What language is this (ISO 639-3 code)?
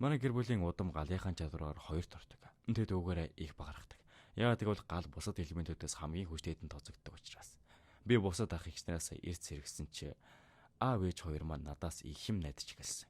mon